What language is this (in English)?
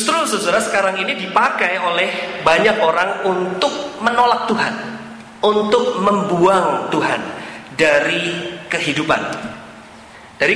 Indonesian